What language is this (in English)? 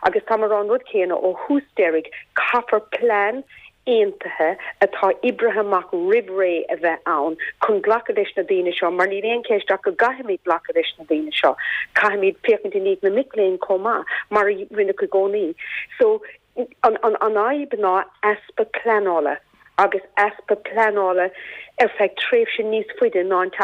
Irish